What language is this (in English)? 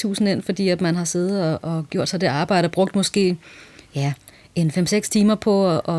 Danish